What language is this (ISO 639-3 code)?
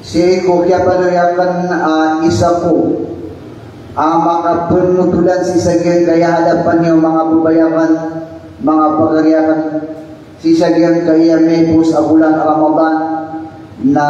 mrw